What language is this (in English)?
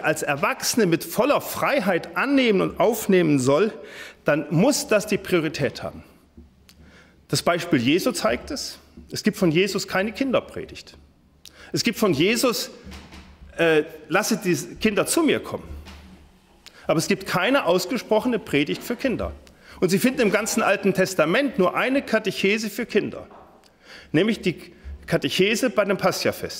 German